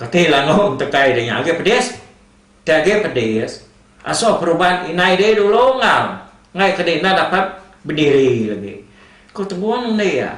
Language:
Iban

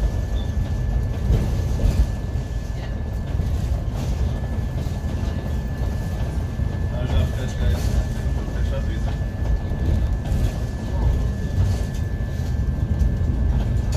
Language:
Polish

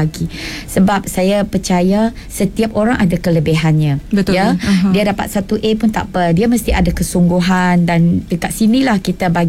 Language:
Malay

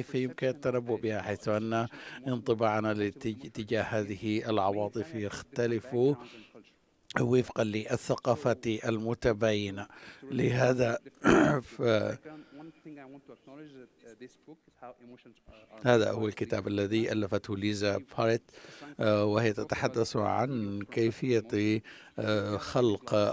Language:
Arabic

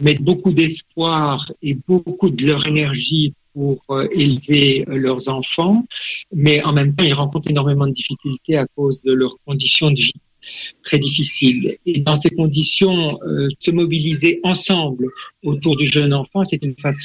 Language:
French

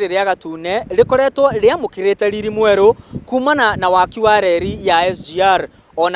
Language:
Kikuyu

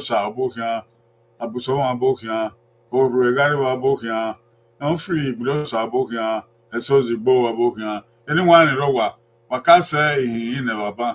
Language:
Bini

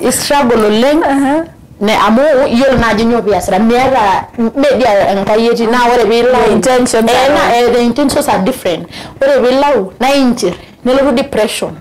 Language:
Masai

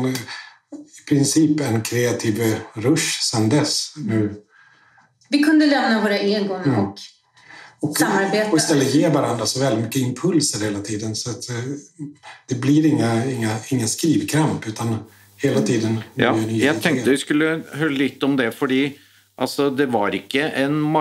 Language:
Swedish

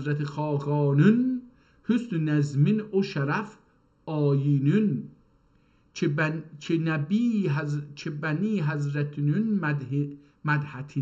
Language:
South Azerbaijani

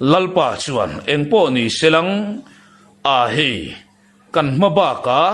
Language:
Mizo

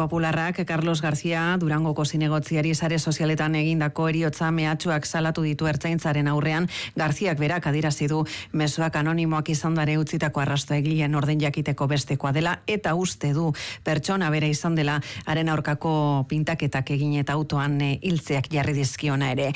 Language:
Basque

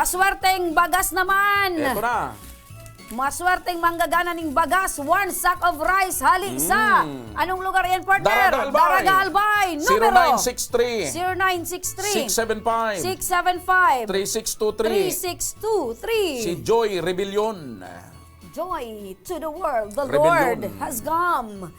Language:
Bikol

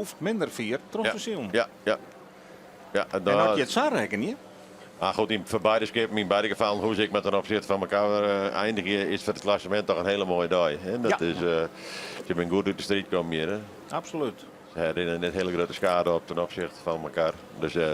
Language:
Western Frisian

